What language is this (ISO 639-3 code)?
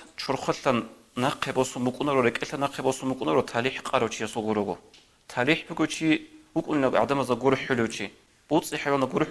ava